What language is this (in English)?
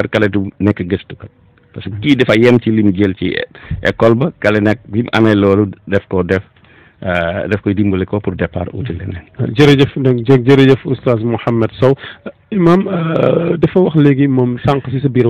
Wolof